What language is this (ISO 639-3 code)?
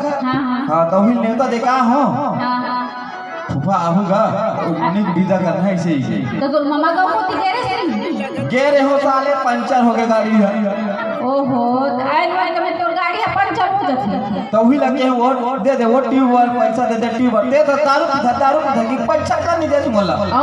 hne